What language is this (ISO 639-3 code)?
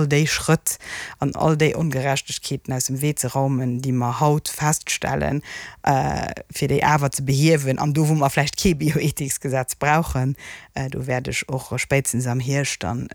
ltz